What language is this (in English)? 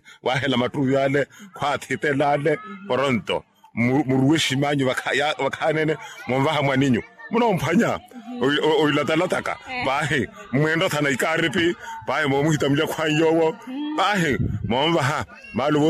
Makhuwa